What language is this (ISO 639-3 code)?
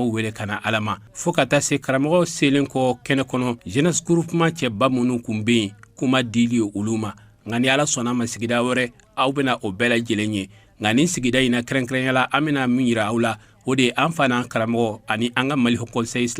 bam